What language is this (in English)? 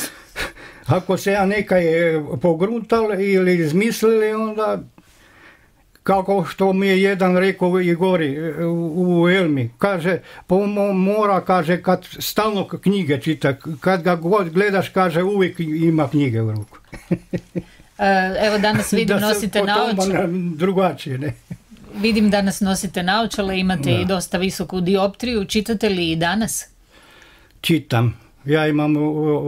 Croatian